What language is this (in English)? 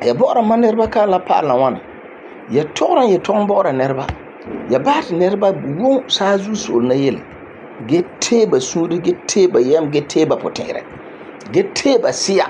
Frafra